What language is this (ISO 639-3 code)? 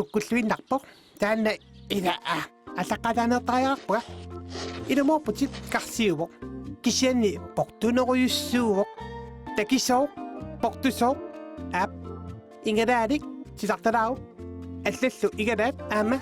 kal